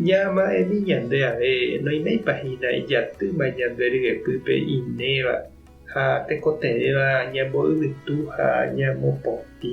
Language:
Guarani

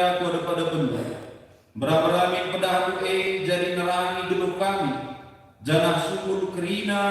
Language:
Batak Karo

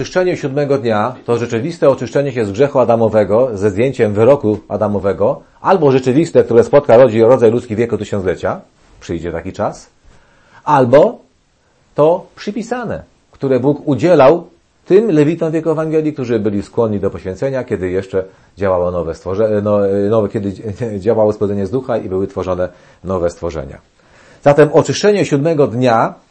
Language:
Polish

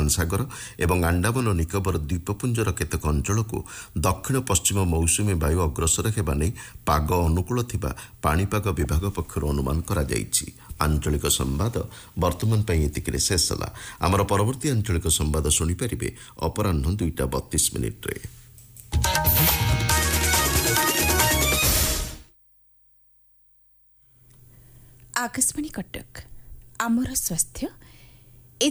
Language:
Odia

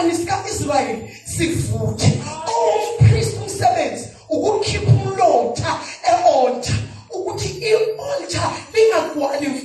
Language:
Zulu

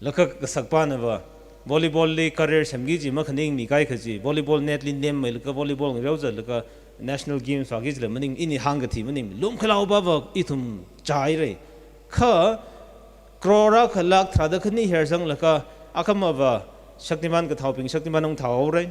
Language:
Tangkhul Naga (India)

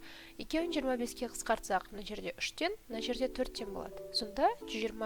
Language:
Kazakh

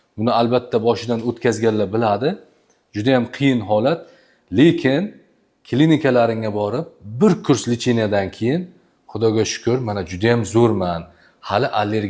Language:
Uzbek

